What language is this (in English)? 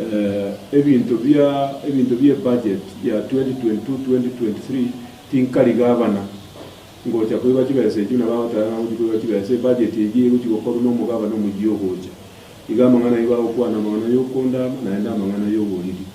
Gusii